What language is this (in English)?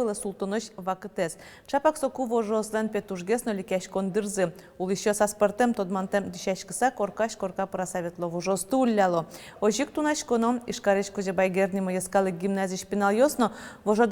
Udmurt